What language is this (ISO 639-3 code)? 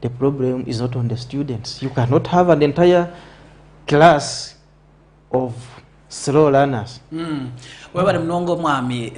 nyn